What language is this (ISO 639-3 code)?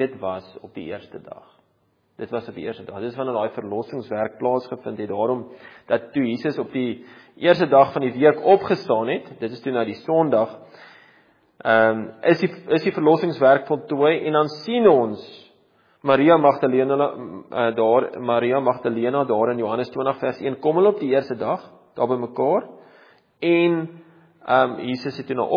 afr